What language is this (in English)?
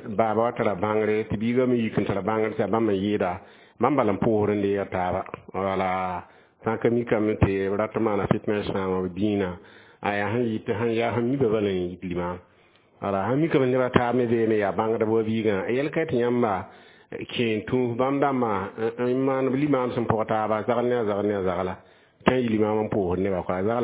Mossi